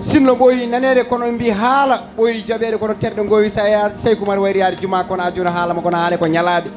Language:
Fula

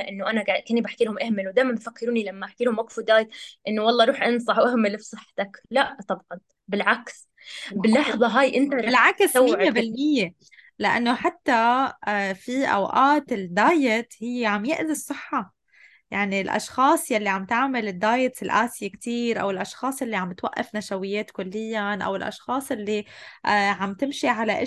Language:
North Levantine Arabic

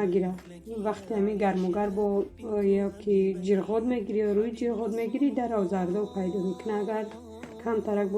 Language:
Tajik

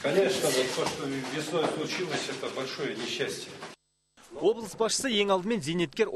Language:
Kazakh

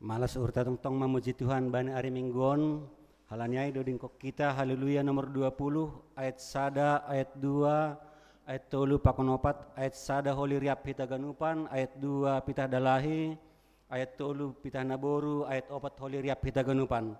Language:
Batak Simalungun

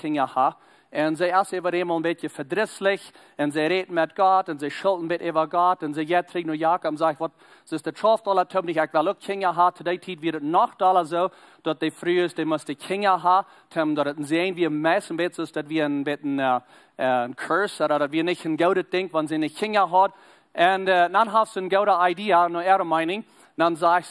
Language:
Plautdietsch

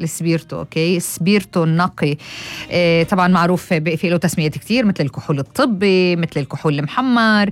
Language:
North Levantine Arabic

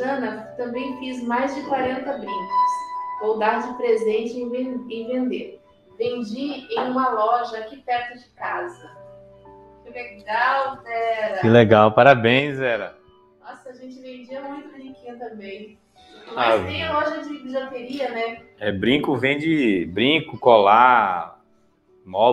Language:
Portuguese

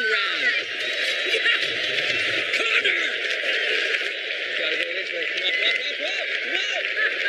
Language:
English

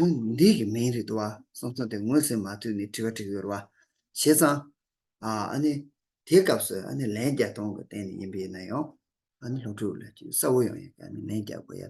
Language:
Tibetan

